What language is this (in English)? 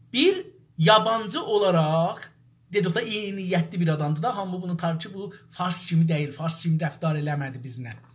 South Azerbaijani